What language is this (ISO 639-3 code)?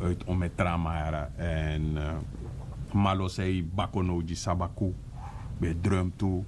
srn